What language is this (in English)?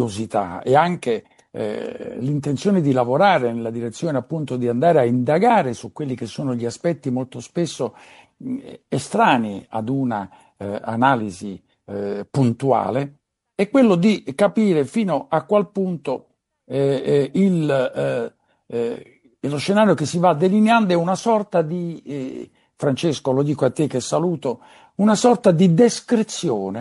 Italian